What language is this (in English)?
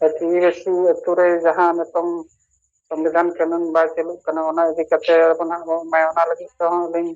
Santali